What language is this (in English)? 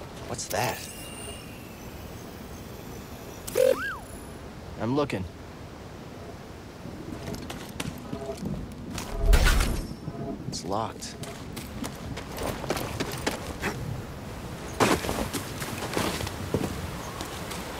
English